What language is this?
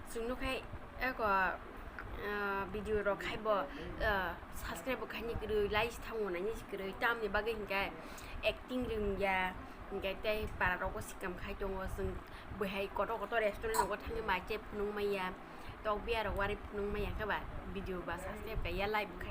Kok Borok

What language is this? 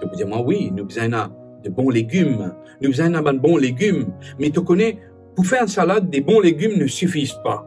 Morisyen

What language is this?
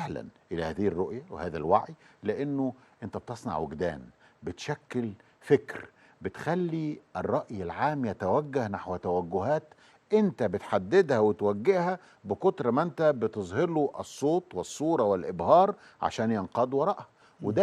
Egyptian Arabic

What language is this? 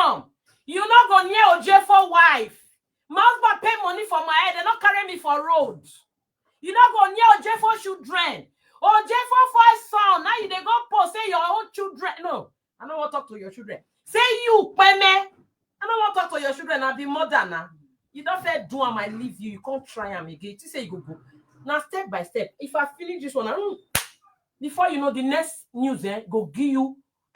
Nigerian Pidgin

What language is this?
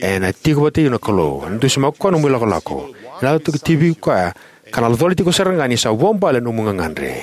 Fijian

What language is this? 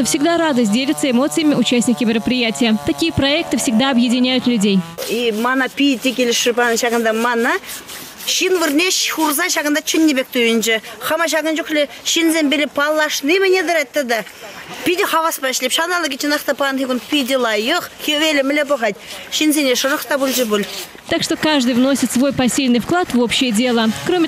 Chuvash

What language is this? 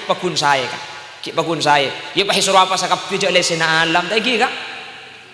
Madurese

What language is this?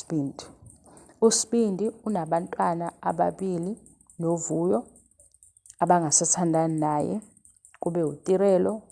Zulu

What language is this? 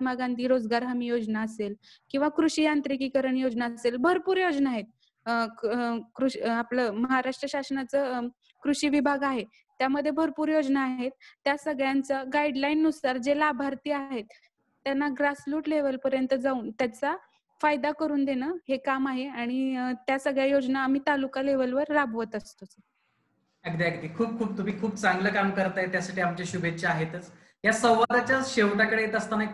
Marathi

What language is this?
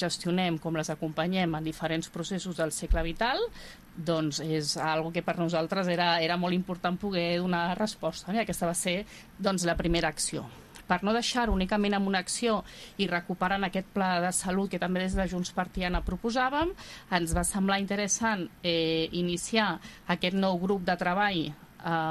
Catalan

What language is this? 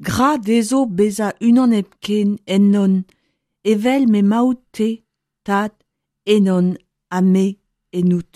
Breton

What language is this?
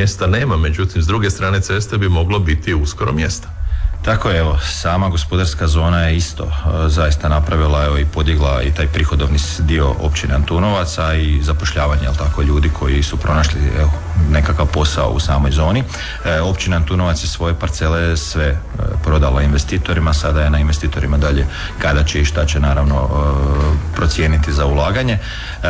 Croatian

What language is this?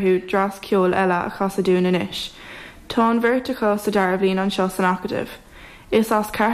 Irish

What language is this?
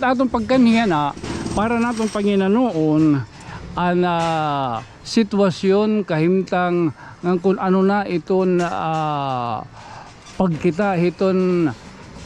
Waray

